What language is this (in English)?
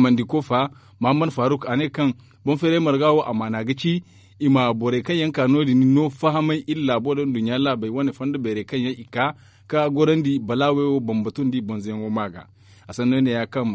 Zarma